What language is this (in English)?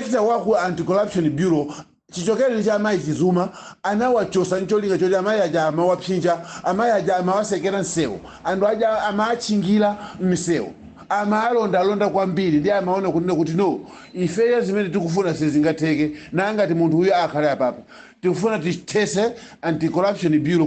Nyanja